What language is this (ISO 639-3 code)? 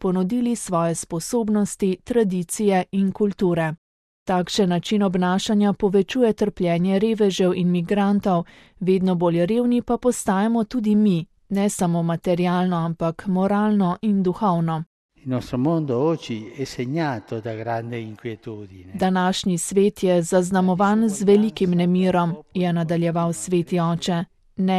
slv